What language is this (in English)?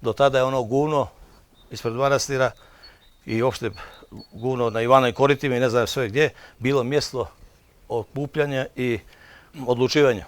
Bosnian